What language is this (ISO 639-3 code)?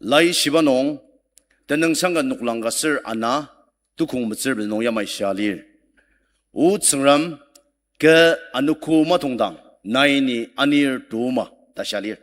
njo